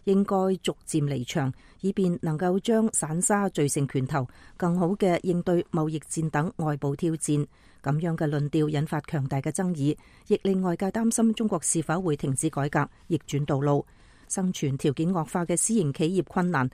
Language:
Cantonese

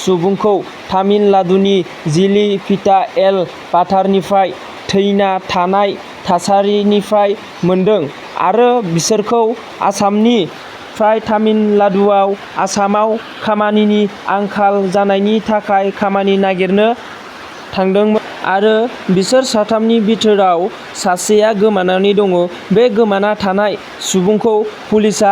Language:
Bodo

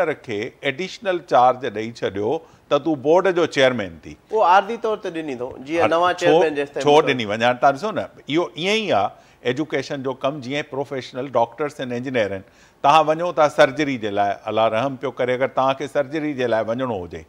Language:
Sindhi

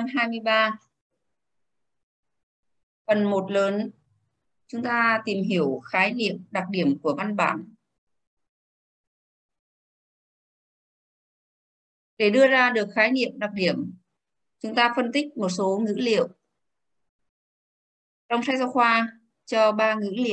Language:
Vietnamese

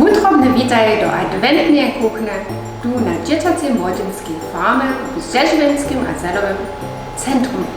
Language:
Upper Sorbian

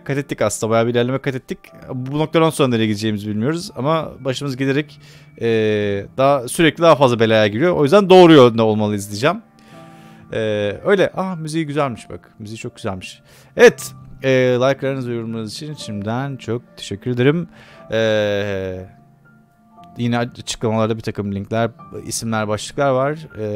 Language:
Turkish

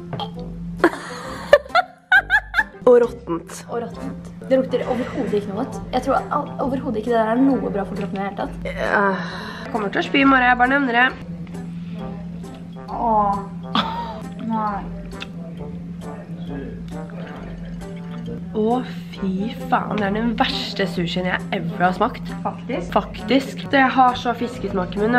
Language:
Norwegian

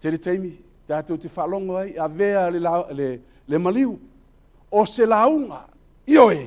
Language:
Samoan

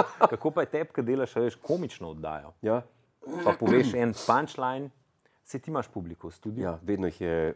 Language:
Slovenian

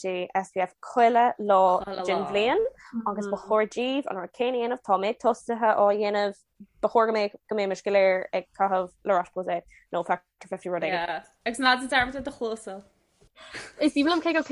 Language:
Irish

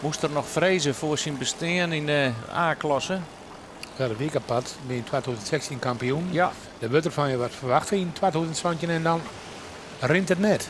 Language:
Western Frisian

